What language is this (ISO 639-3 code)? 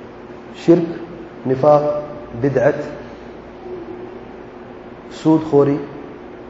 urd